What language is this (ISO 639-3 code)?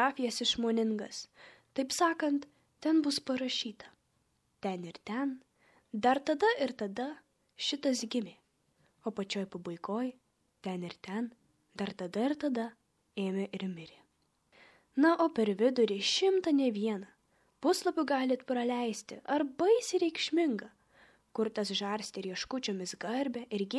lit